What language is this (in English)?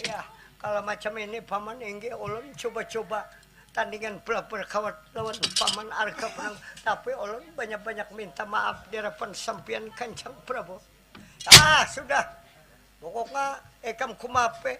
Banjar